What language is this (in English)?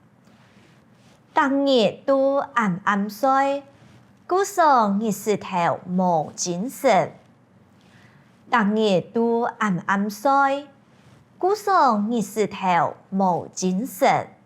Hakka Chinese